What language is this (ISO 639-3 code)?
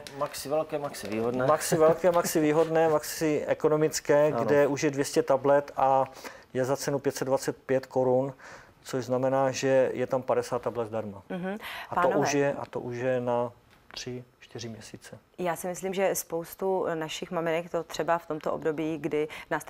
ces